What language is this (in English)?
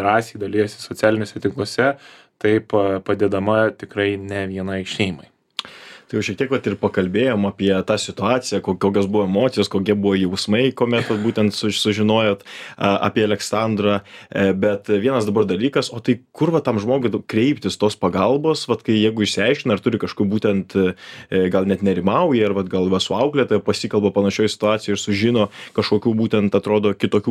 Lithuanian